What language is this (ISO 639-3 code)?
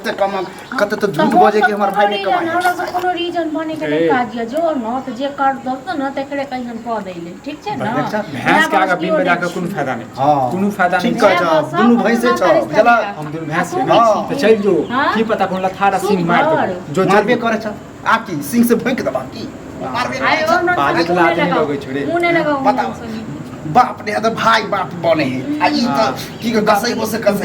mai